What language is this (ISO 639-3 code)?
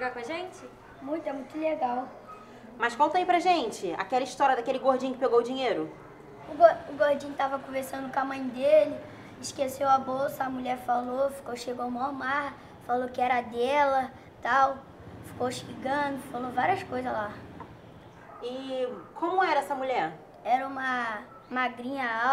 por